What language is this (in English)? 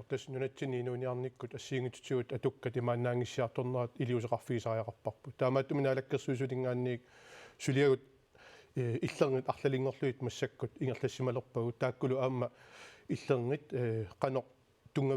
Kalaallisut